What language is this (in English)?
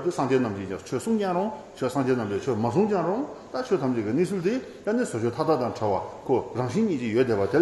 Tibetan